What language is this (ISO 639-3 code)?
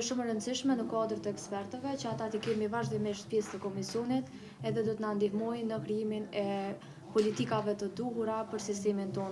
sqi